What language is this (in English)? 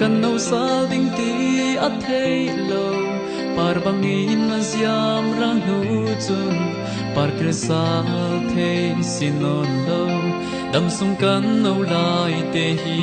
Falam Chin